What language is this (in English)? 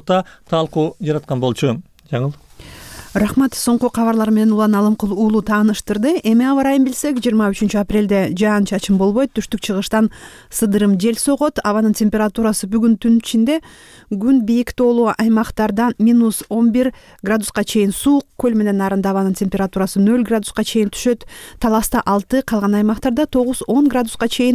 Kyrgyz